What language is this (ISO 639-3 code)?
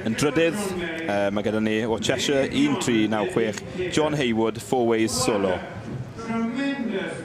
cym